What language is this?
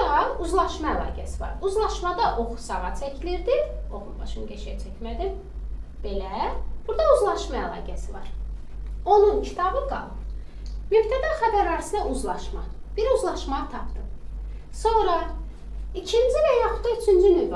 Azerbaijani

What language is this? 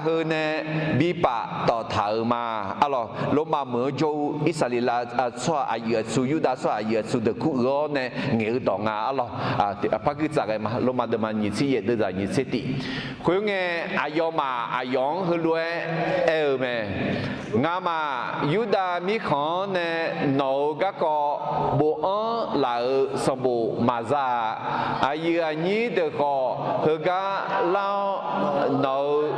Akha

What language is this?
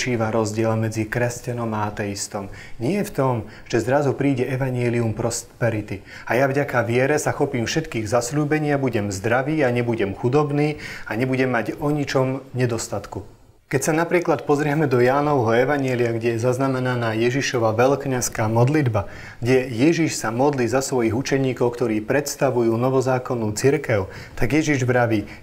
Slovak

